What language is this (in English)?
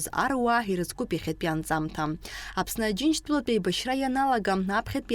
Abkhazian